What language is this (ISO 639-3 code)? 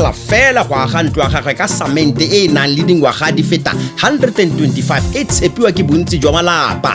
tsn